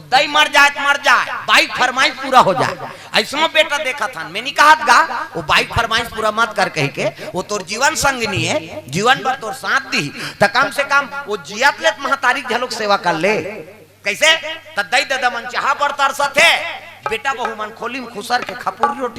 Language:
Chhattisgarhi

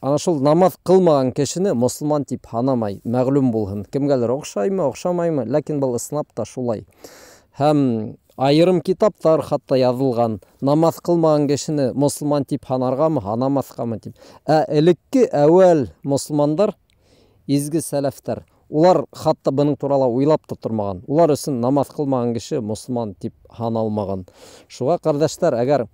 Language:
Bashkir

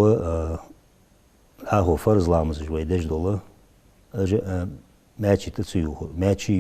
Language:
Ingush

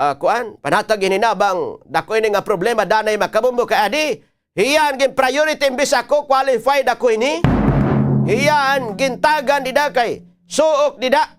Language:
Waray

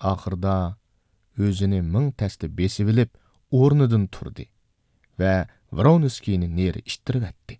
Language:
Uyghur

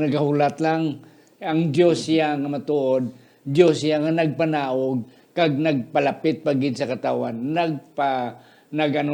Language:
Hiligaynon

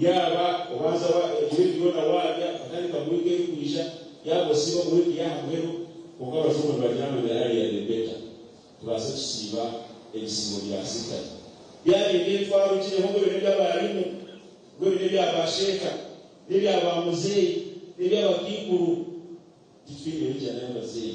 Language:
Nyankole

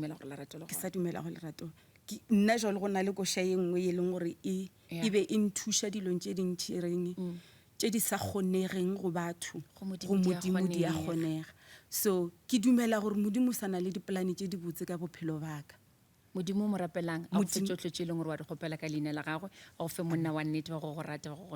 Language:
Northern Sotho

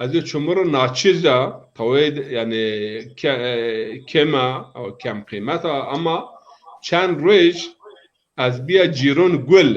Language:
Zaza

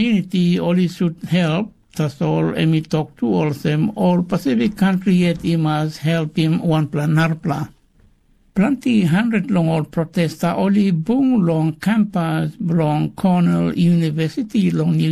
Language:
Tok Pisin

